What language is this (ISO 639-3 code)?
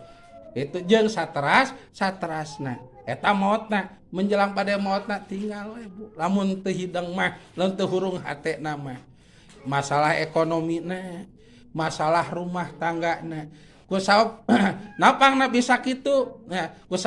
sun